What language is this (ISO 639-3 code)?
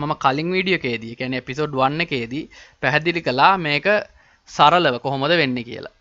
sin